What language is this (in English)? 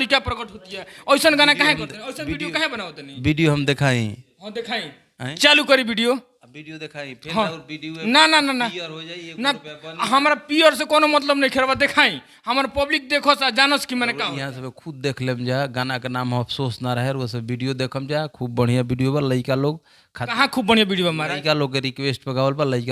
Bhojpuri